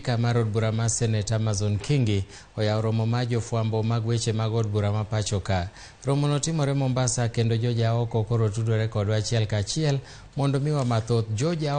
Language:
Luo (Kenya and Tanzania)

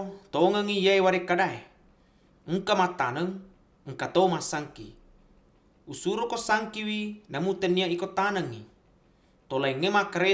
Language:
Buginese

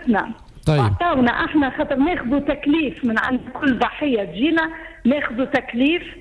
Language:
Tunisian Arabic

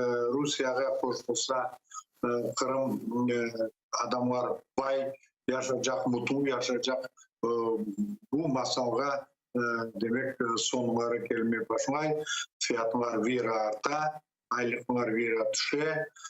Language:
Crimean Tatar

